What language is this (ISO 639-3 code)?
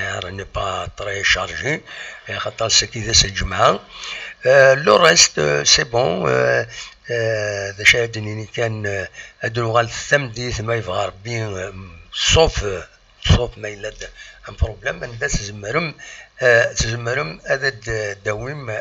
kab